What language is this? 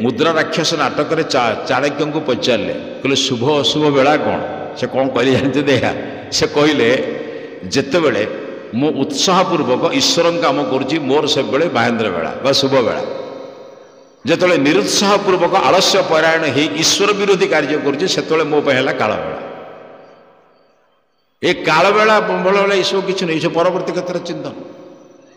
Odia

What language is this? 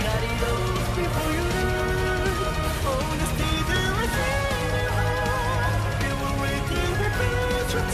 Japanese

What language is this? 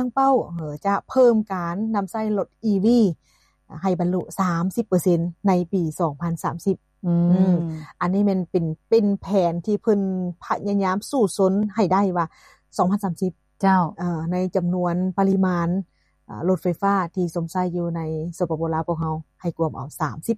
Lao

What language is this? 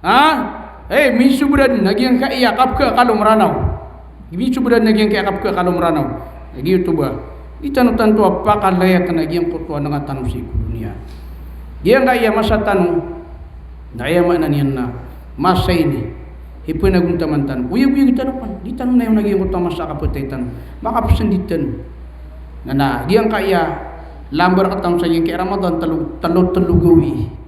Maranao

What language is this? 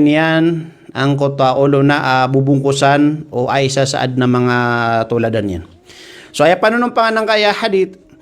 Maranao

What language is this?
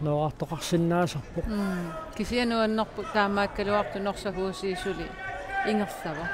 Kalaallisut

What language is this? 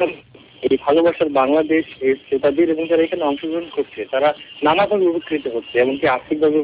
Bangla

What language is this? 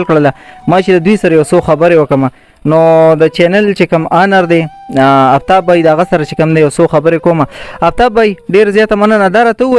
Pashto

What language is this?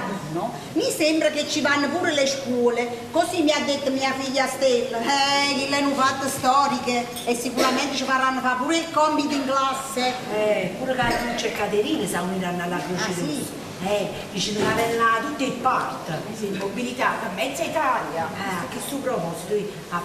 Neapolitan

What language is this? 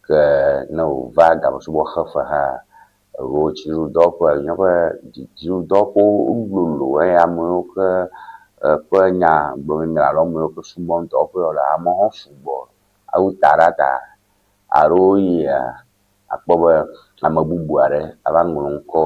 Ewe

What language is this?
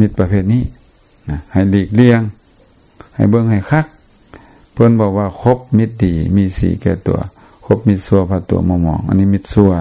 Lao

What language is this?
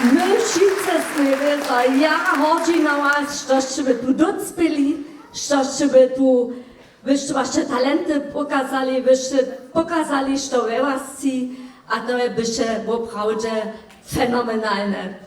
Upper Sorbian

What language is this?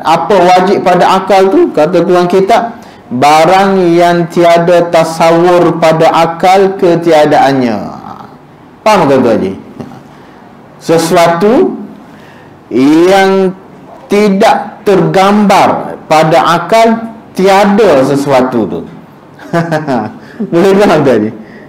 Malay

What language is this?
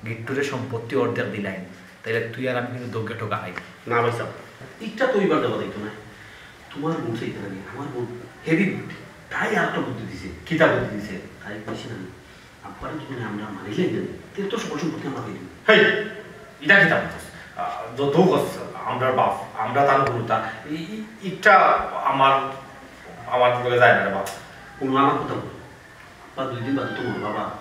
Sylheti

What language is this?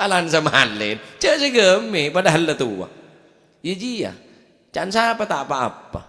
Madurese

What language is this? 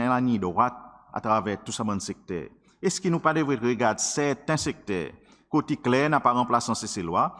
Seselwa Creole French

